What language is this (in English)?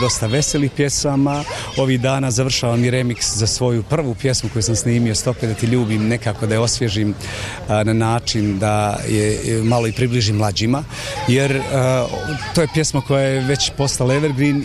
Bosnian